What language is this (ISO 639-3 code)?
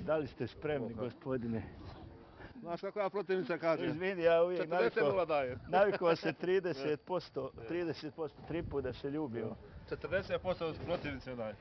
bos